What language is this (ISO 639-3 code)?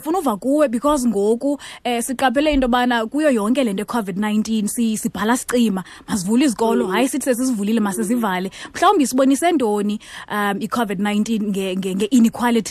xho